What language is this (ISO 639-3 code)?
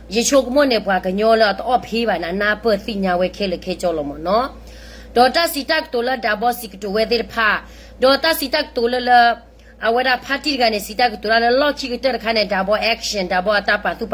ksw